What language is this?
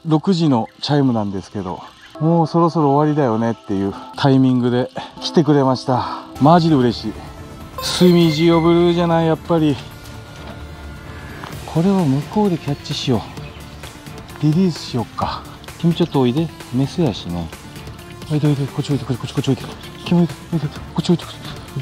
Japanese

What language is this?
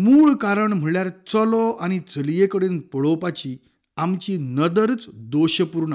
Konkani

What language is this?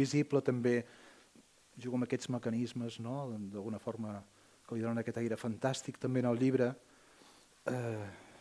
Catalan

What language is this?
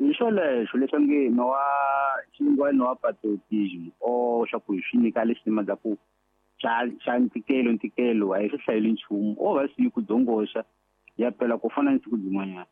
Tsonga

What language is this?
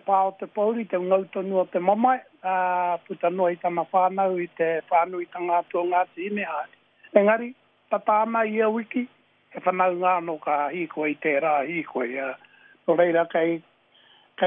Māori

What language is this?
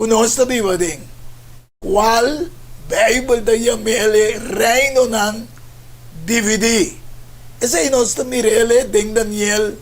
Papiamento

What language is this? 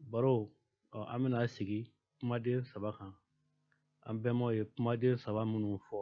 Bambara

